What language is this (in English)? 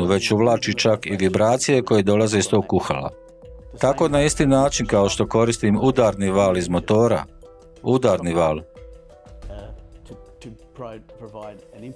Croatian